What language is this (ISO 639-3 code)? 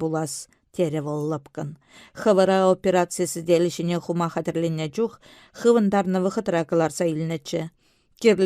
chv